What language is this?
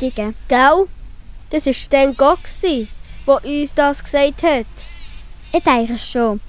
Swiss German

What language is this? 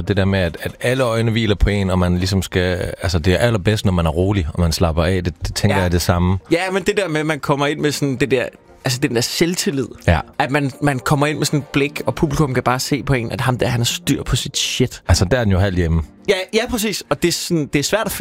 Danish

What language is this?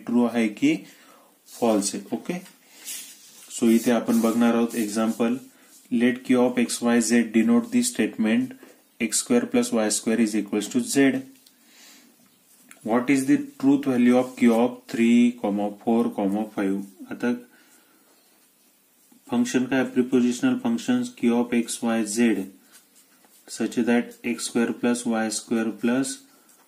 Marathi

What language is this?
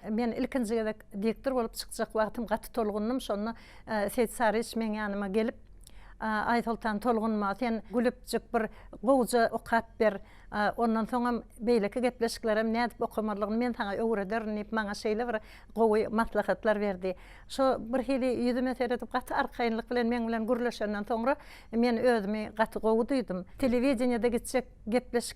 Turkmen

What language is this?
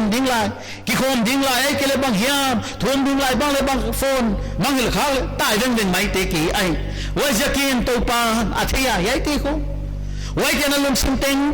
Paite Chin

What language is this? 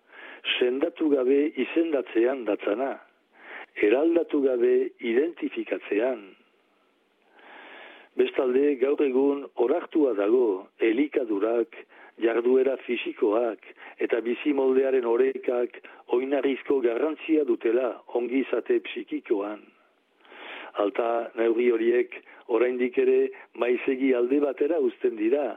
Basque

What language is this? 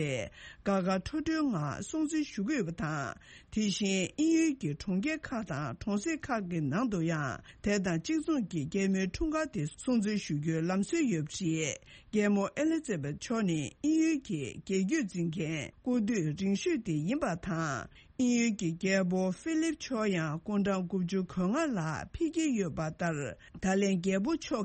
Tibetan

